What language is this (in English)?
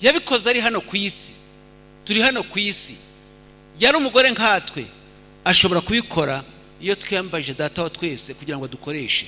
Kinyarwanda